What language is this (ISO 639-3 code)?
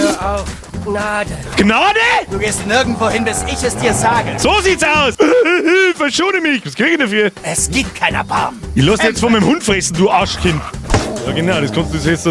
bar